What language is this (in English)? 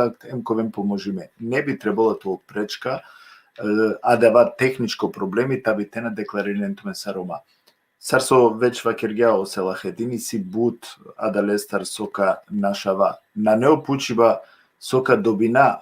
Balkan Romani